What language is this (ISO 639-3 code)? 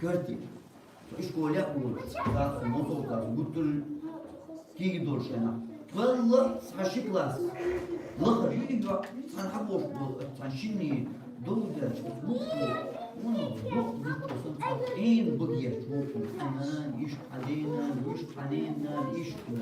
che